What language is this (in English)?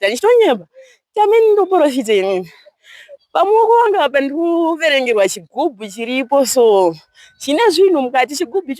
Shona